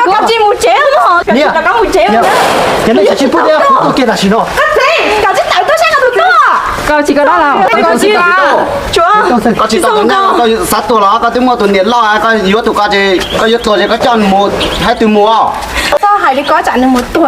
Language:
Hmong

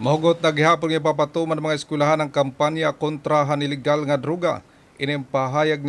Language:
Waray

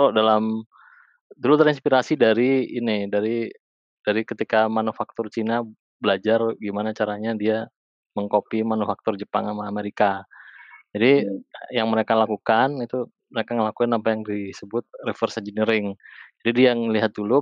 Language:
Indonesian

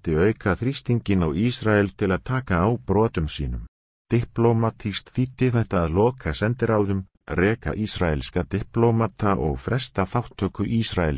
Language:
Icelandic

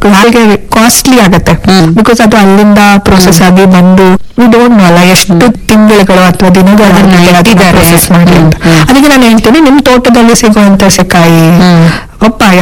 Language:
Kannada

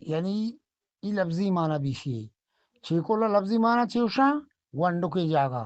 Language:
Eastern Balochi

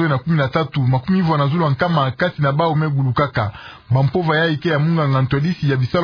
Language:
Kituba (Democratic Republic of Congo)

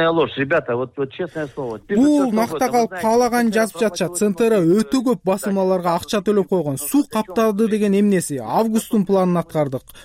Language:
Kyrgyz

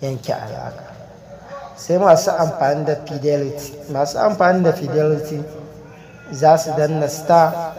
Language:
Hausa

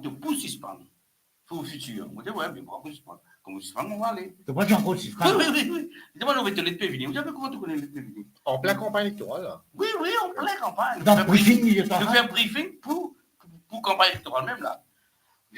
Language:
Morisyen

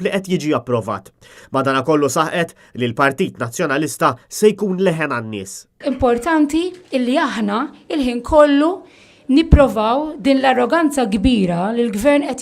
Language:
Maltese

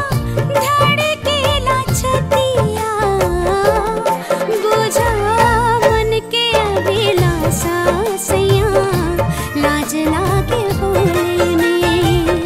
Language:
Bhojpuri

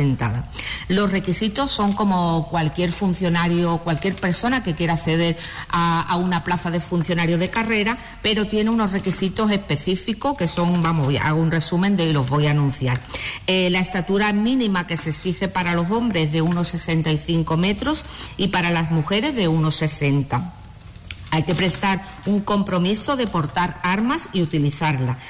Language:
Spanish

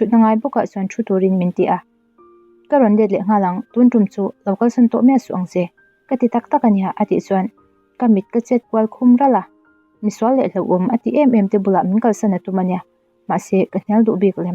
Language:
Mizo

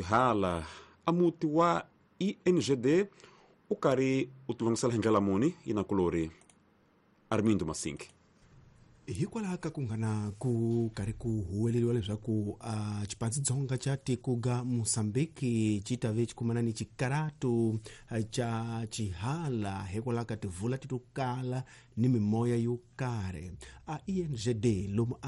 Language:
Tsonga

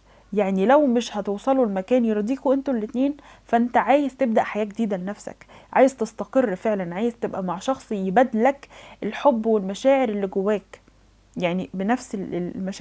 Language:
Egyptian Arabic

